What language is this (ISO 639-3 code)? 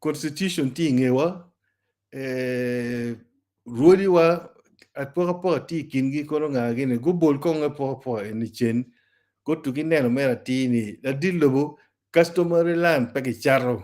ach